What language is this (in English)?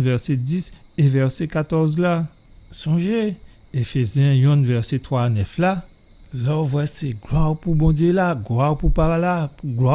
Guadeloupean Creole French